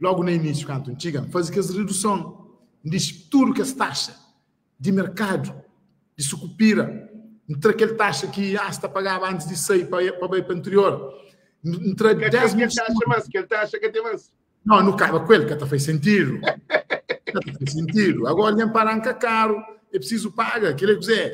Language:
Kabuverdianu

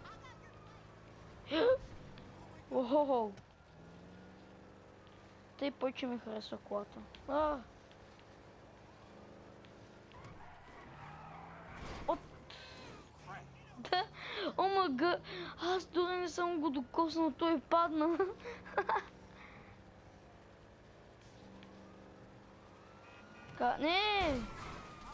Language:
Bulgarian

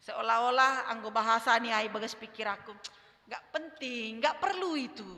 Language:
Batak Simalungun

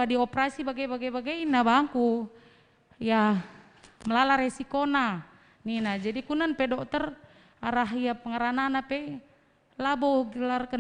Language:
Batak Karo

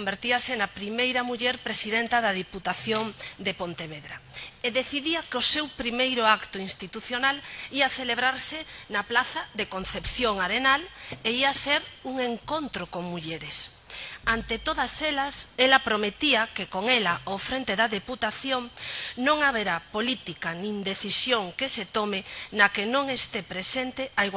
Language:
Galician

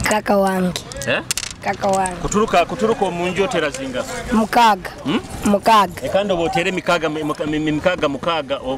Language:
Nyoro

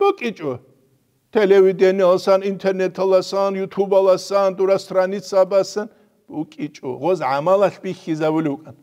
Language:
Avaric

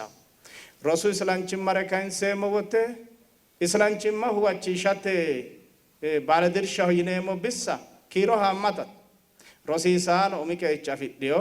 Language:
Sidamo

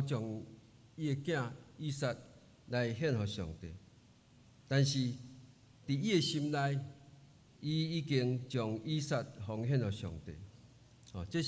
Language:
Min Nan Chinese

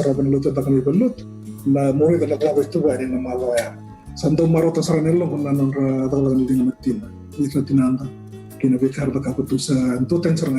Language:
Fijian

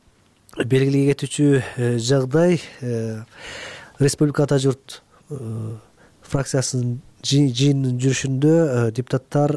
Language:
Kyrgyz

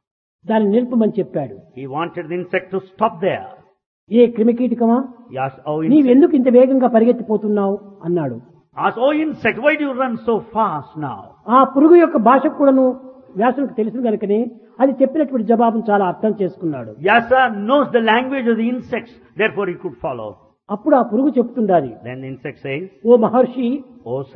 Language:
Telugu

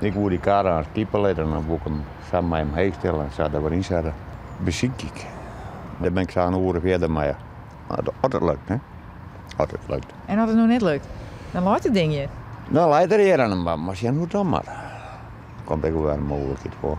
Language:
Western Frisian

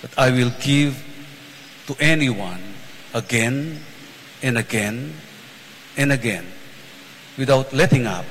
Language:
Pampanga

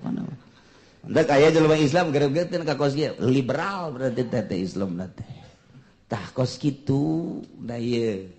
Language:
Sundanese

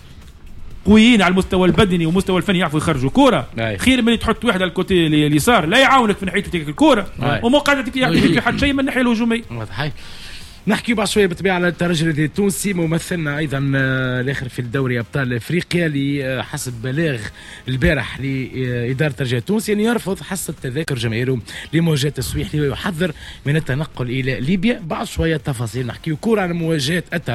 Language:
Tunisian Arabic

